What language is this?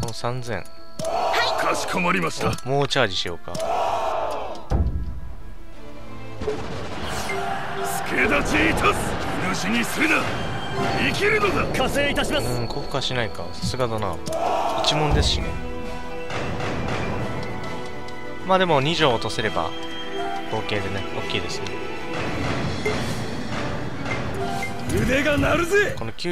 Japanese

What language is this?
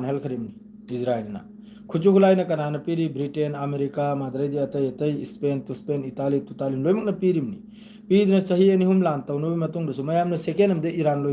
Manipuri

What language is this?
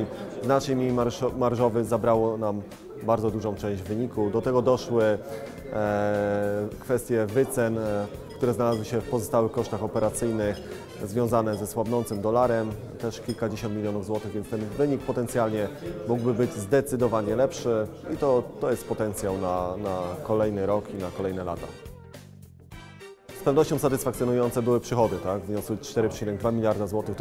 Polish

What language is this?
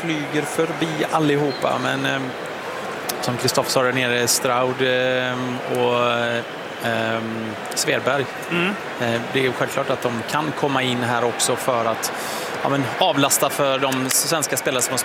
Swedish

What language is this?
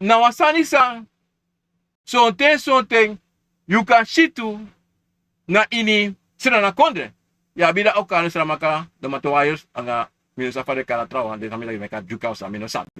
Sranan Tongo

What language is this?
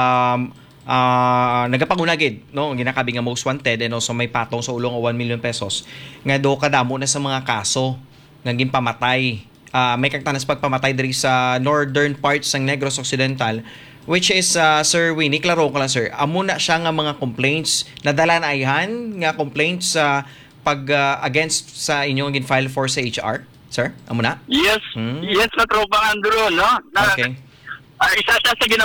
Hiligaynon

